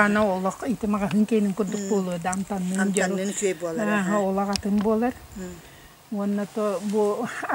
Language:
Yakut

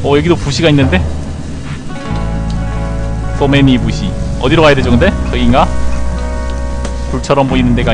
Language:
Korean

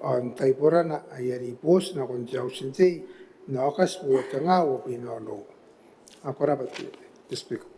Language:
Gilbertese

